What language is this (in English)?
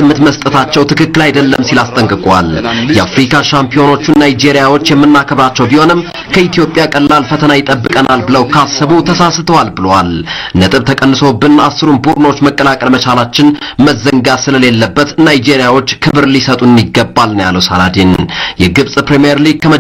Amharic